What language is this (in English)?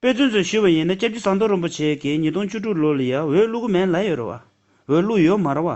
Tibetan